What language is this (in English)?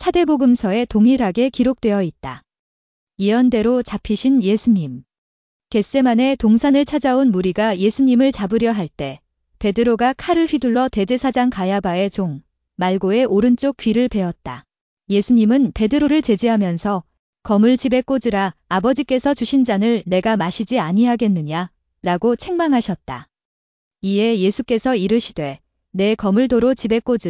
Korean